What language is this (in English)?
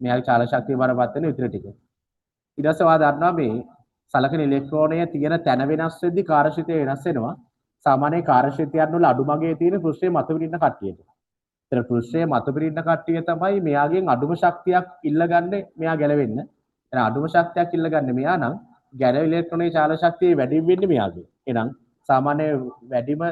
Sinhala